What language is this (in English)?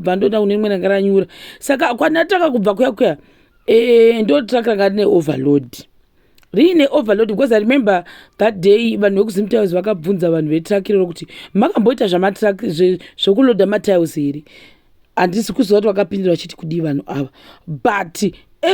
Shona